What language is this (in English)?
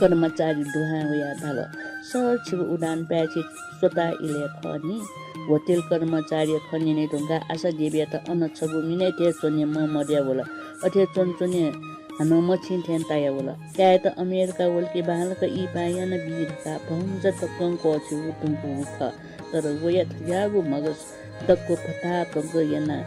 Newari